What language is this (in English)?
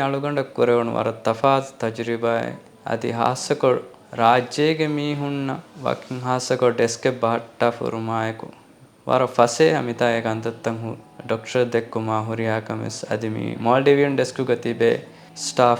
Divehi